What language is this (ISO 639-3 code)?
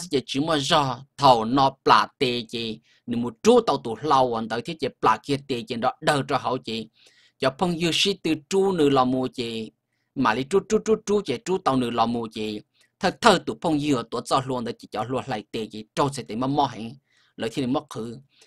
hmn